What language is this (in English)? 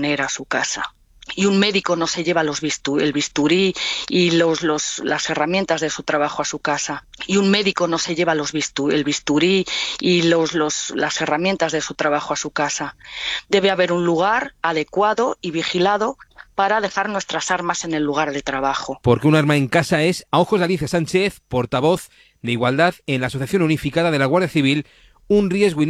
Spanish